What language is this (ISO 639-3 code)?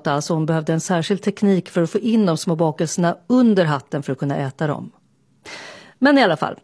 swe